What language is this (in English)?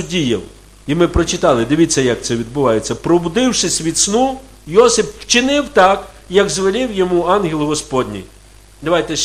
Ukrainian